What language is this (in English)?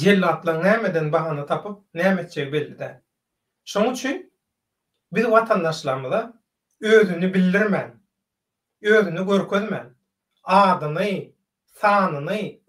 Turkmen